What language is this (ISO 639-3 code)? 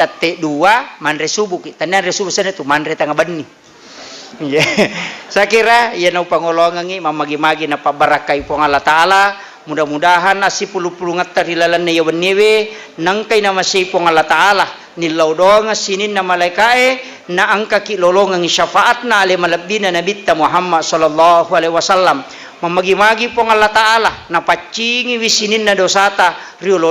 bug